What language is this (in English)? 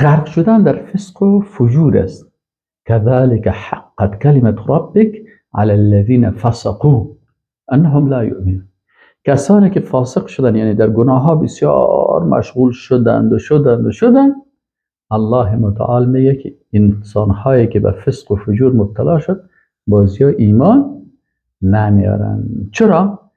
Persian